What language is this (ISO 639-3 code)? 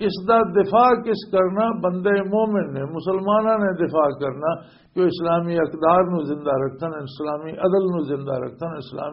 lah